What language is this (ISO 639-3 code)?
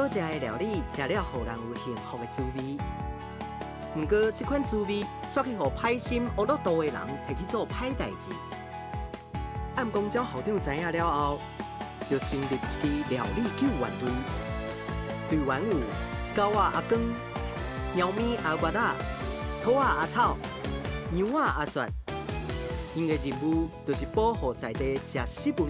nan